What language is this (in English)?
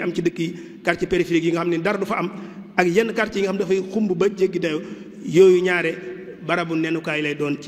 Wolof